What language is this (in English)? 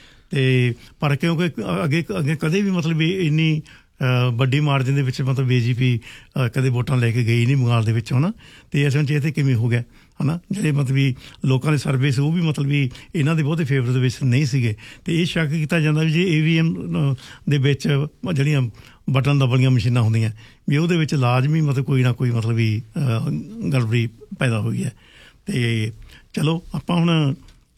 Punjabi